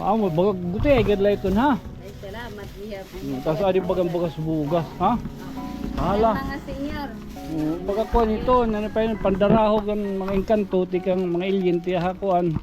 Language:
Waray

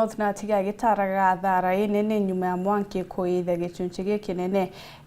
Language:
Meru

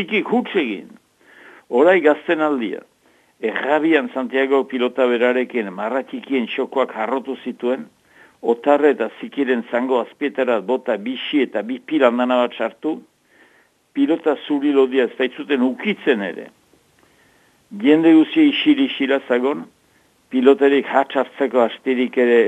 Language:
Basque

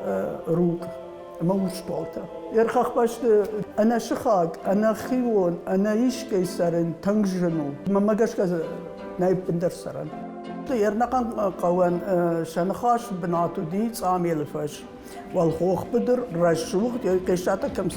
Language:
Ossetic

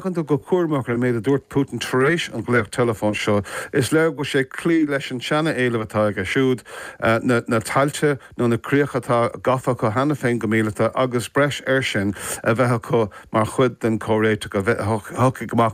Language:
Irish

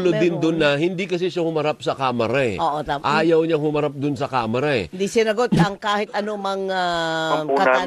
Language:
Filipino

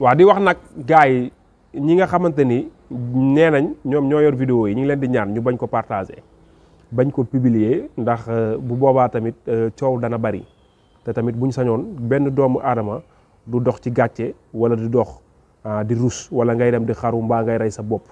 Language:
Wolof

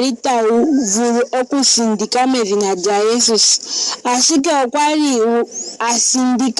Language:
Ndonga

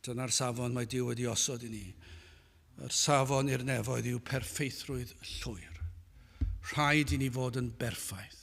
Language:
Welsh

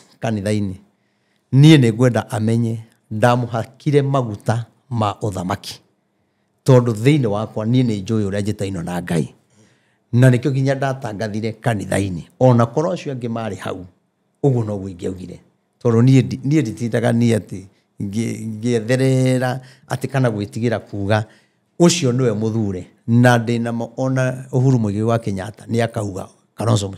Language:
Kikuyu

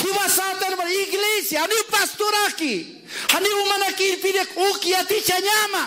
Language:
Aymara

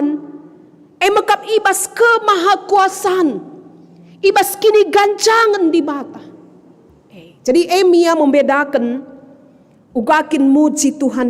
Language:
Batak Karo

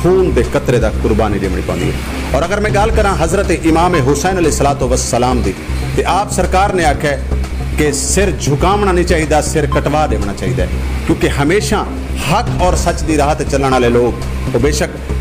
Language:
Saraiki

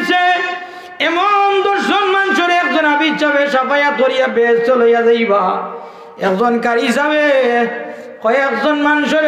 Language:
Bangla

